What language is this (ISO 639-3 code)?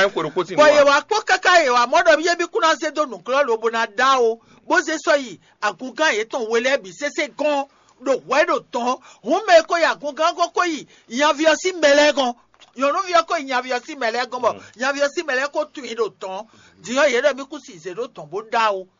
fon